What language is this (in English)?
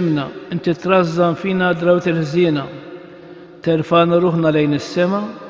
Maltese